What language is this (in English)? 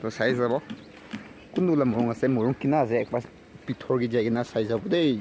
Naga Pidgin